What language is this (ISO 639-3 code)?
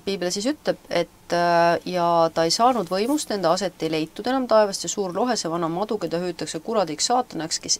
est